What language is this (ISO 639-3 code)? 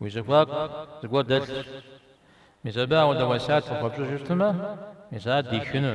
kbd